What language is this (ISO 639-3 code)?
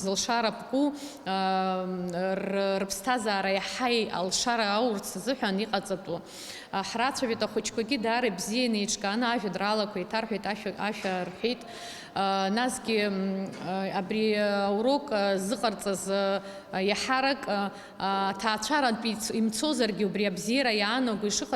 abk